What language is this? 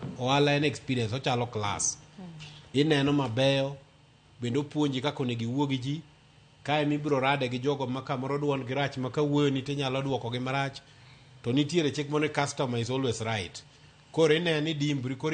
Luo (Kenya and Tanzania)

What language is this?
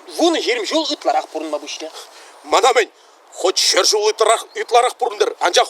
Chuvash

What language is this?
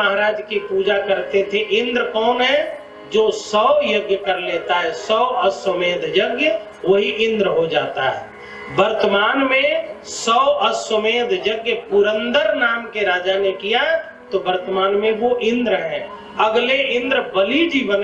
Hindi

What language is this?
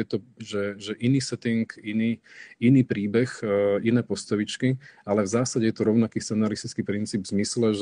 Slovak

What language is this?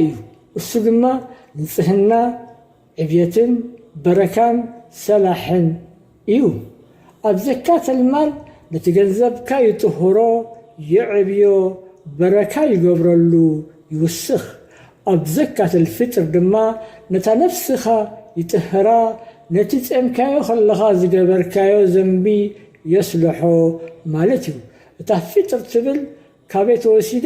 Tigrinya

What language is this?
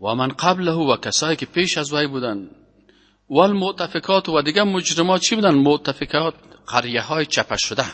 Persian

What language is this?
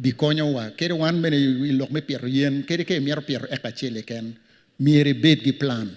Acoli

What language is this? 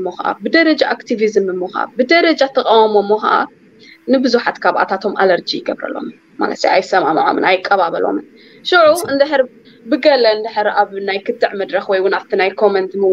Tigrinya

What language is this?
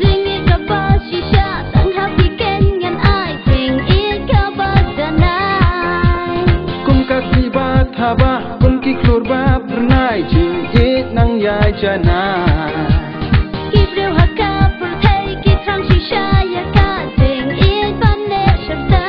Khasi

